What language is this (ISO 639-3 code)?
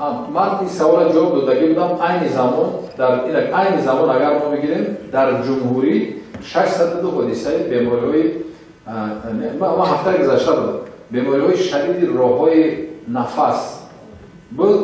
tgk